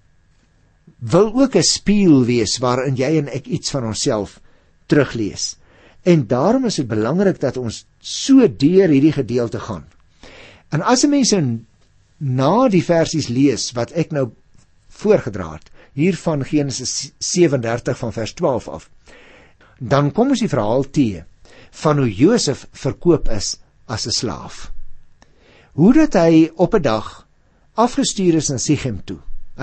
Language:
Afrikaans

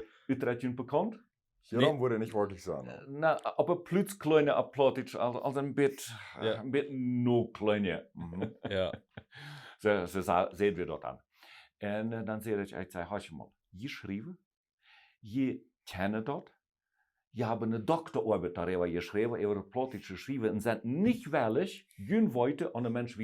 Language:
Plautdietsch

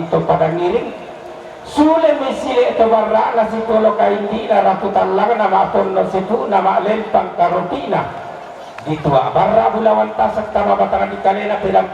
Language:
Toraja-Sa'dan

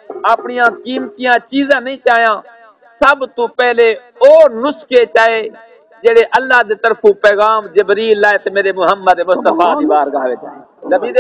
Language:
Saraiki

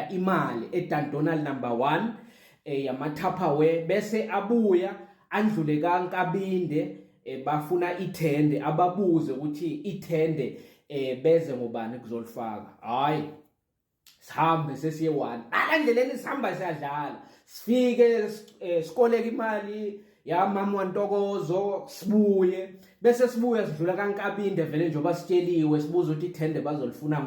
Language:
Zulu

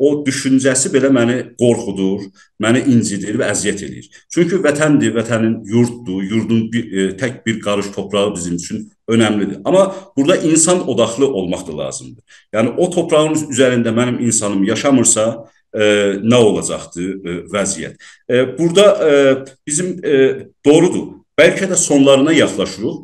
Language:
South Azerbaijani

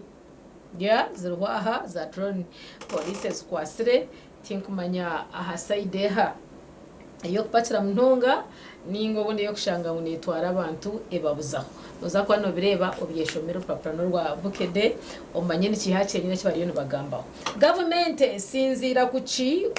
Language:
Nyankole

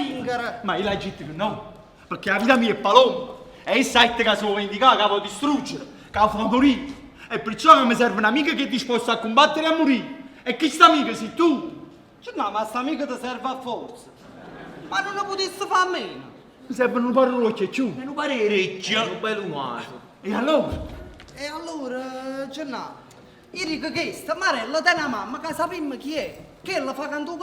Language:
Neapolitan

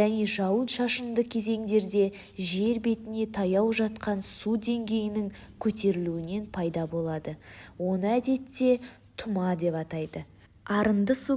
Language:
Kazakh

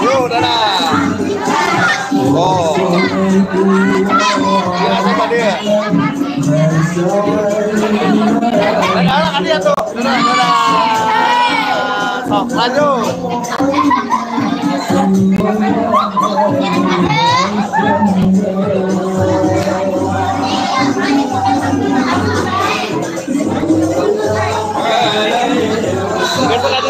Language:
Indonesian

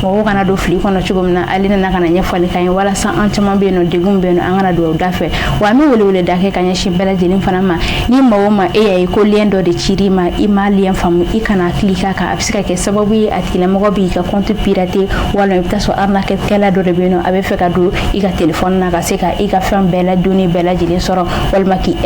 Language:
Bambara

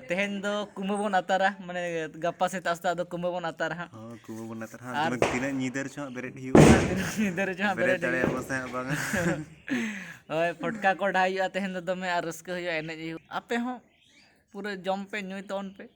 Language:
Santali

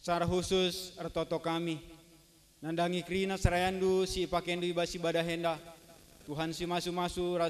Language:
Batak Karo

